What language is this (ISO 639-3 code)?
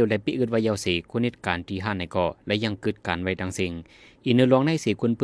shn